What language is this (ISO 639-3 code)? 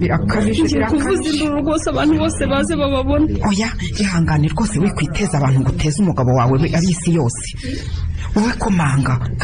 kin